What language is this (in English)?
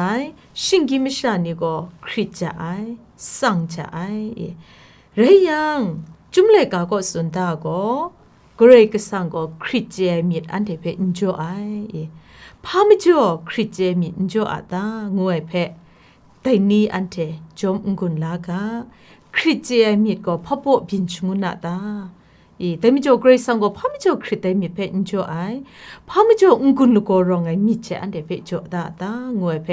Kachin